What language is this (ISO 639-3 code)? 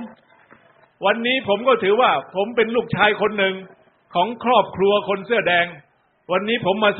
tha